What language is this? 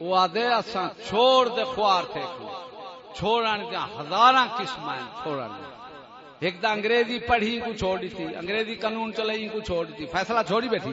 Saraiki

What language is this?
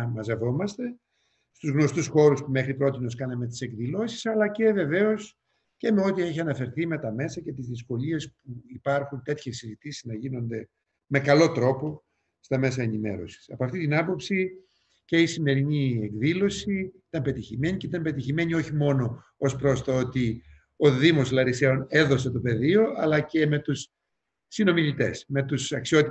Greek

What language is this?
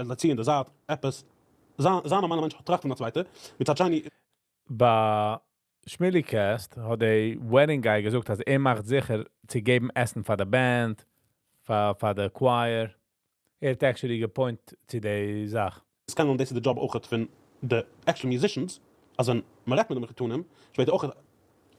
Yiddish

